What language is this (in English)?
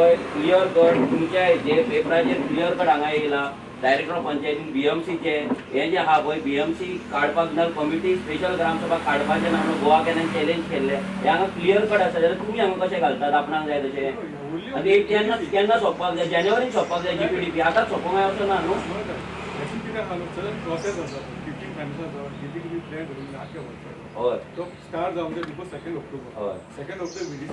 Konkani